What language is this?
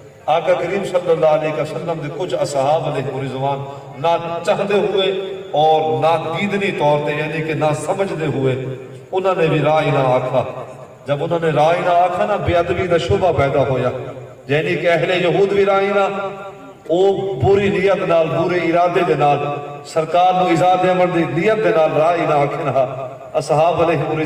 Saraiki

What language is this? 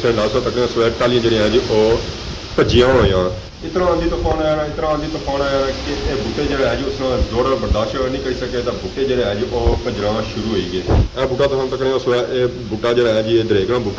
Pahari-Potwari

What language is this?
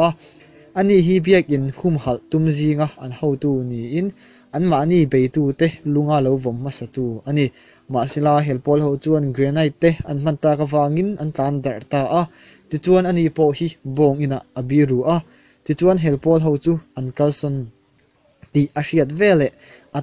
Mizo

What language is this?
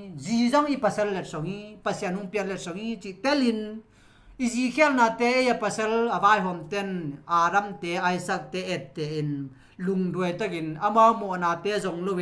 Tedim Chin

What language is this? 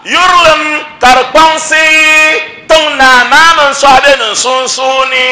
Dagbani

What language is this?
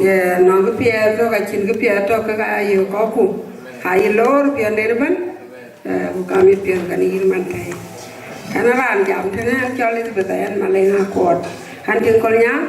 Dinka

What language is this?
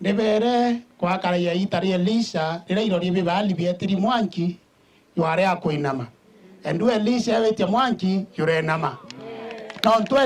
Meru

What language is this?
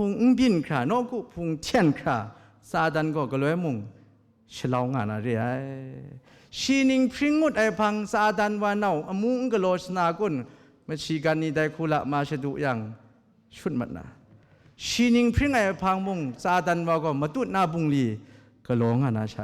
Kachin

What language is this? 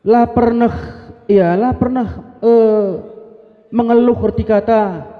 Batak Karo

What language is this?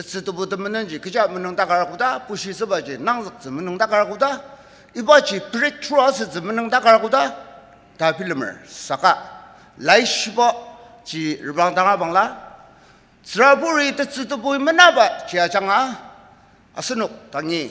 Ao Naga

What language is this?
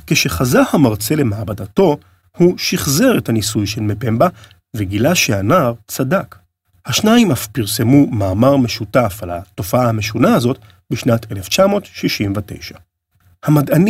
Hebrew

